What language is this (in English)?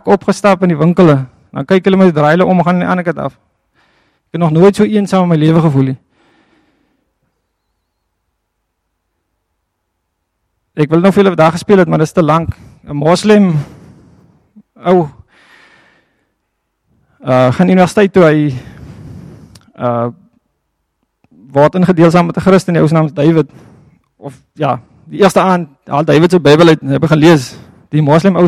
Afrikaans